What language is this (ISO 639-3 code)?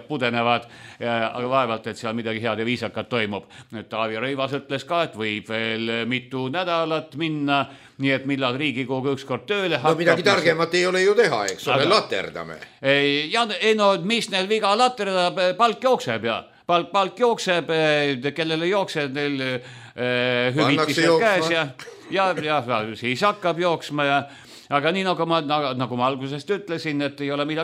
est